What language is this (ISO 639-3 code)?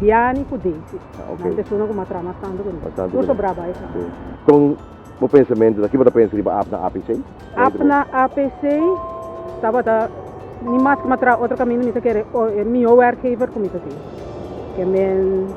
pap